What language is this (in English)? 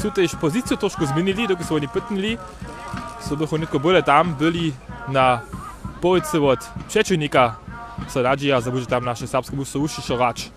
Upper Sorbian